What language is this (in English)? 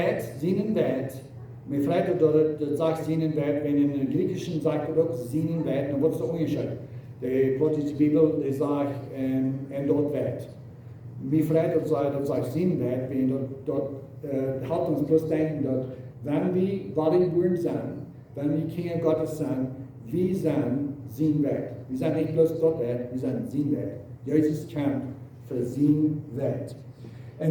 Plautdietsch